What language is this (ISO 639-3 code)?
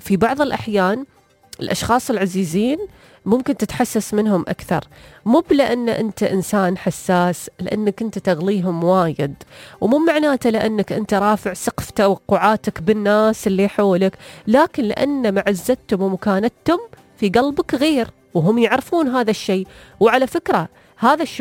afb